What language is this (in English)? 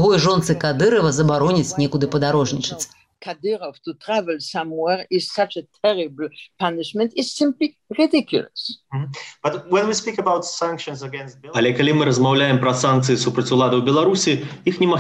Belarusian